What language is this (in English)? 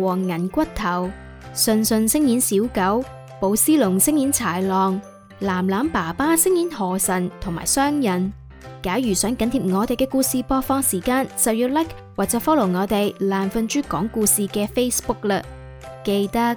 Cantonese